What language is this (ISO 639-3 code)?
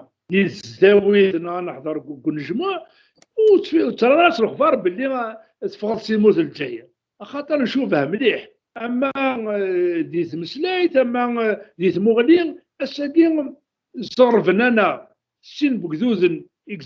kab